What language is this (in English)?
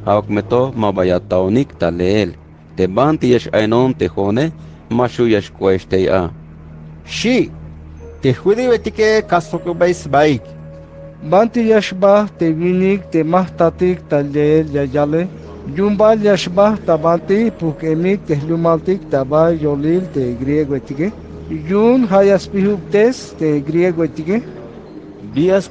Tzeltal